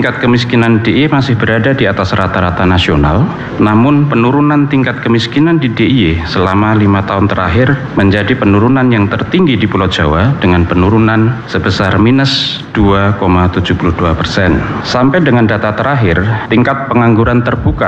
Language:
Indonesian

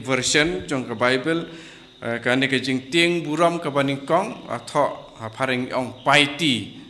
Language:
Khasi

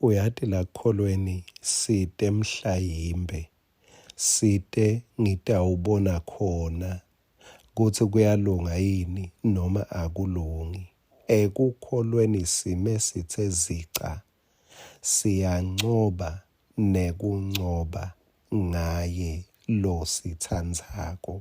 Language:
Swati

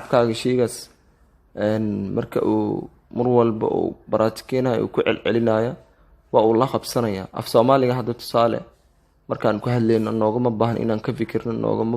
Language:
Somali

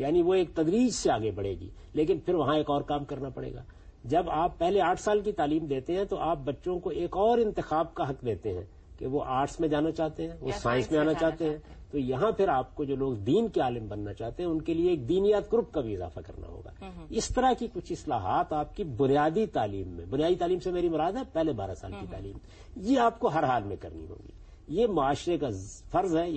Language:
Urdu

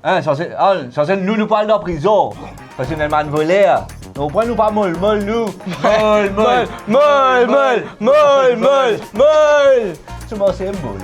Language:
Morisyen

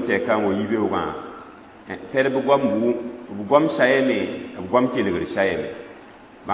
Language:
Mossi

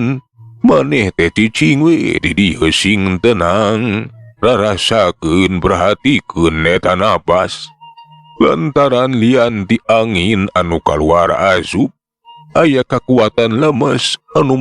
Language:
Sundanese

